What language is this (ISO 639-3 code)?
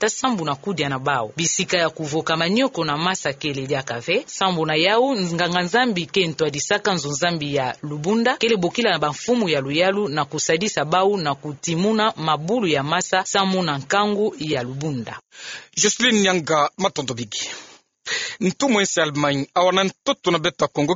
ktu